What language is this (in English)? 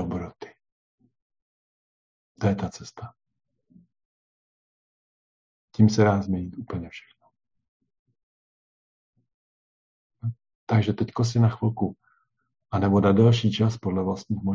Czech